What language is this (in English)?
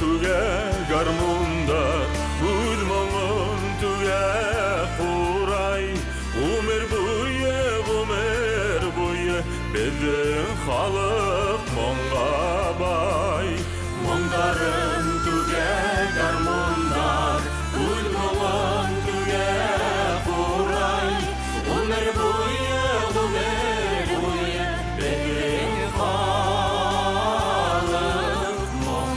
Bashkir